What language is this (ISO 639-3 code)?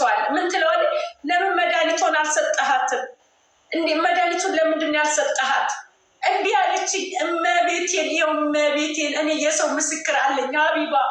amh